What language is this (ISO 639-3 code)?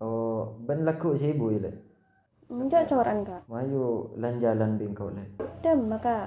mad